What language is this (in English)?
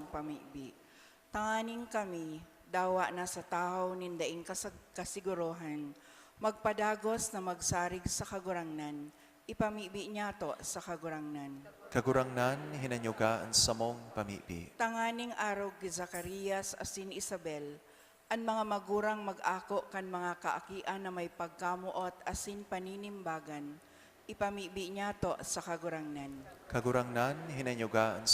Bikol